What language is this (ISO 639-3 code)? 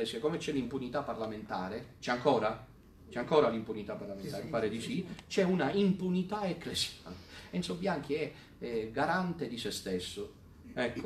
ita